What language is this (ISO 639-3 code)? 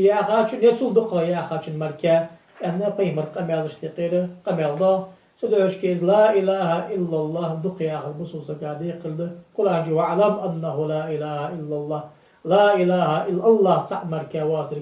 inh